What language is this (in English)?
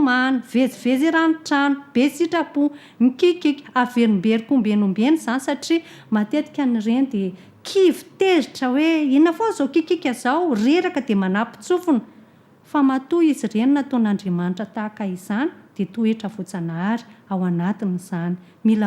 Malagasy